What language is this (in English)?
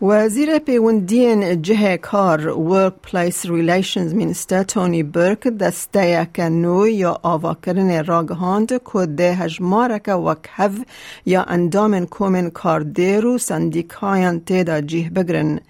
Kurdish